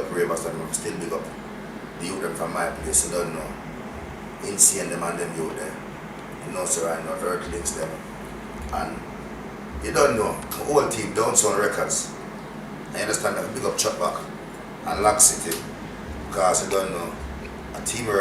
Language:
Jamaican Creole English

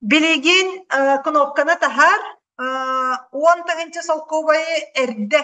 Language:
Yakut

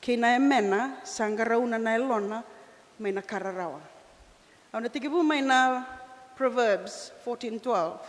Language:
Fijian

